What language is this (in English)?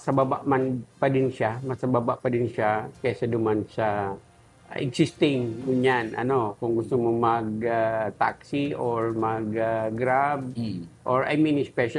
Bikol